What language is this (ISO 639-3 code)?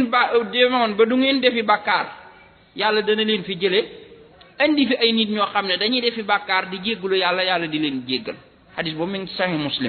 wol